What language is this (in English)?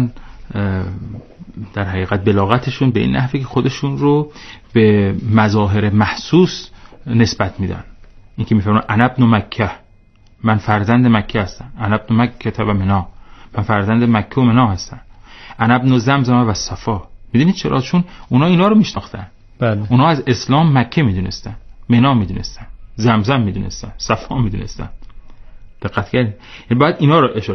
Persian